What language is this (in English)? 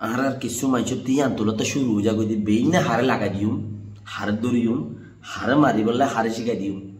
Rohingya